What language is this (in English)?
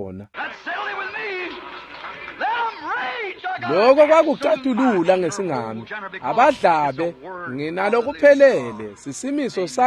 Swati